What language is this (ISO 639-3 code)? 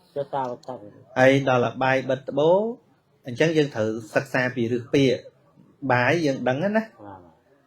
khm